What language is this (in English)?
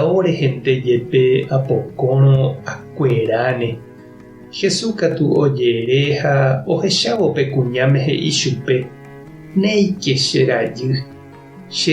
Guarani